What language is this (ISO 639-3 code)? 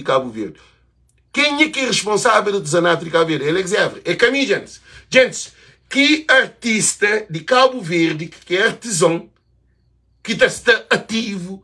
kea